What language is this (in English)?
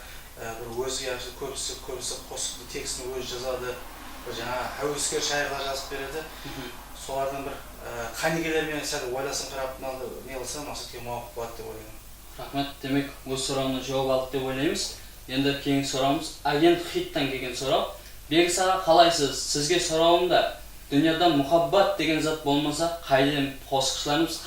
Kara-Kalpak